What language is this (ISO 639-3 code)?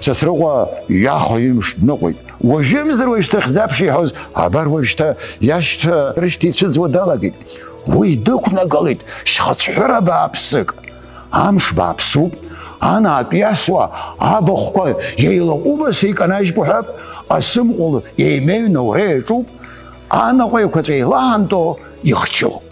abk